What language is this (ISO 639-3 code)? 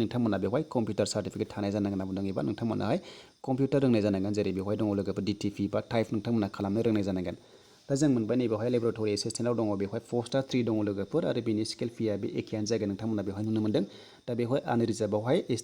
brx